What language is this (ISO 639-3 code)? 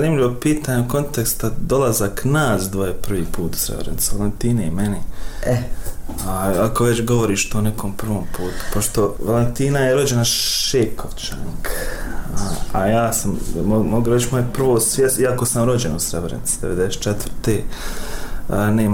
bos